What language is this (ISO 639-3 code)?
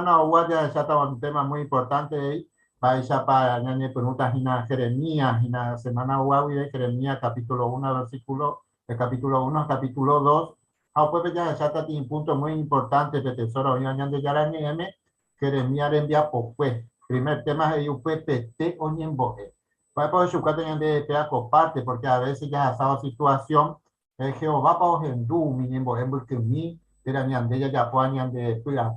grn